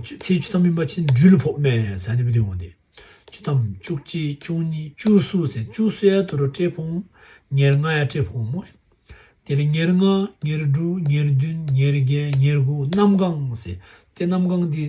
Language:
Tibetan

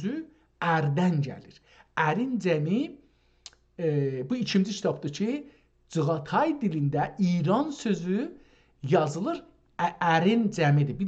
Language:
South Azerbaijani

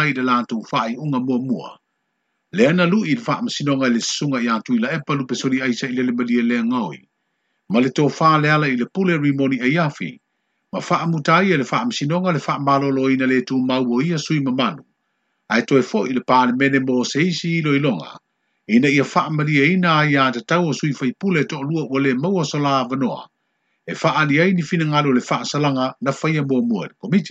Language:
Samoan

